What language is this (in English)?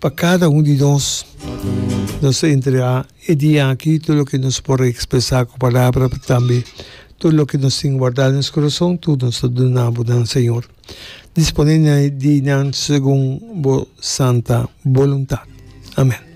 Papiamento